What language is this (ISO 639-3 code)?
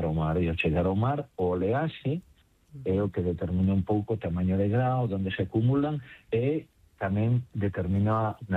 glg